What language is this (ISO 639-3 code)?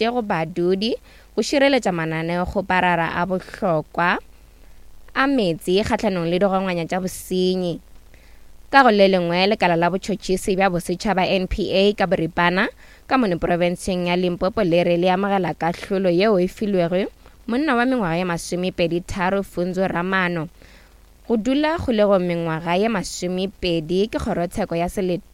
nso